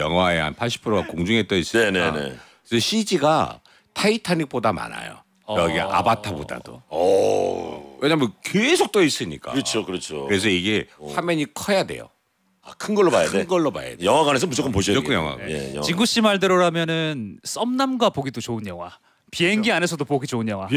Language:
Korean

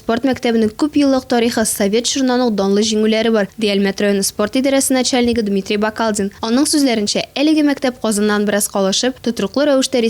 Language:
Tatar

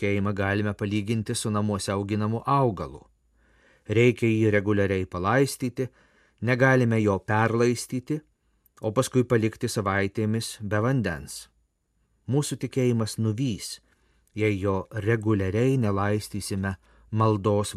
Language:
Lithuanian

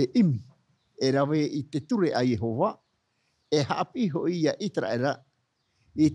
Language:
Tahitian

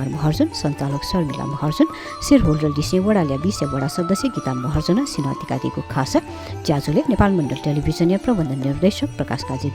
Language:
Newari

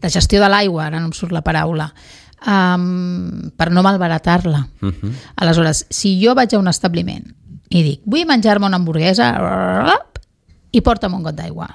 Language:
Catalan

